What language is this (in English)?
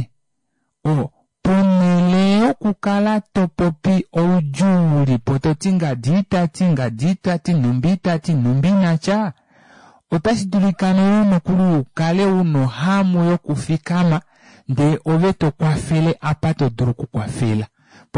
Kuanyama